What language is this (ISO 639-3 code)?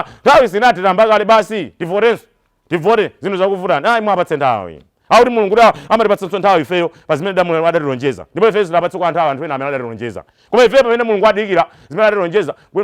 nya